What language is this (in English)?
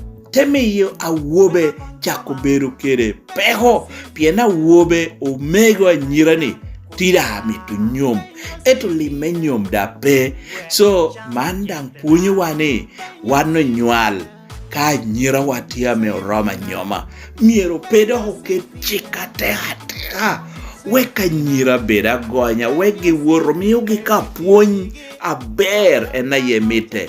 Lango (Uganda)